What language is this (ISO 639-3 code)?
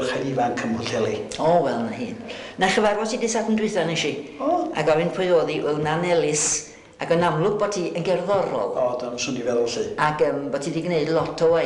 cym